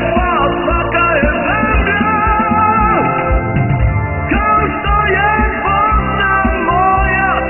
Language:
Bosnian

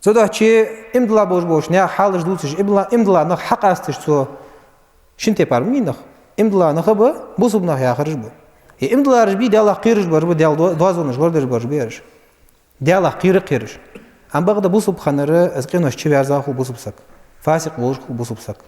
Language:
Ingush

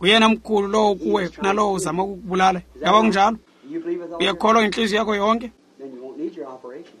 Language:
Xhosa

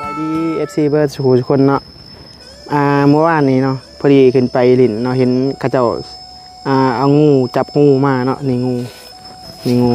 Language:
Northeastern Thai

